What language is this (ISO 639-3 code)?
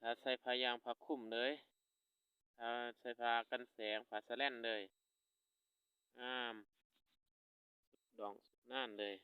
lao